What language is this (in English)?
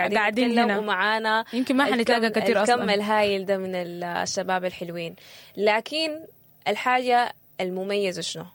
Sudanese Arabic